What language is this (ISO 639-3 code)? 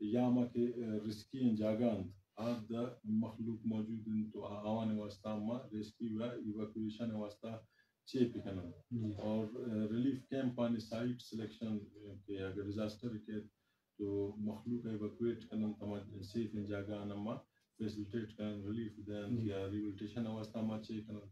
bgp